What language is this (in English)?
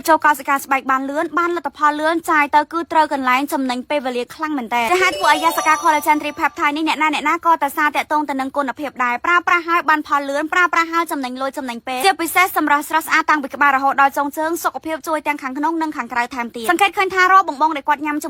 Khmer